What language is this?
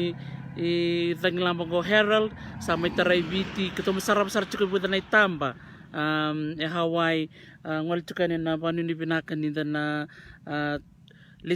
Fijian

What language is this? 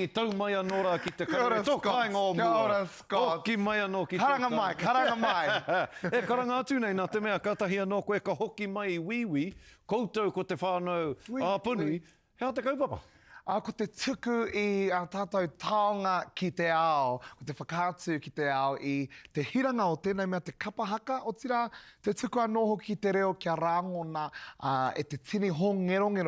Māori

